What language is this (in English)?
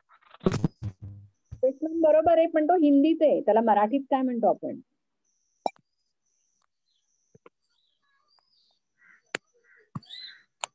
Marathi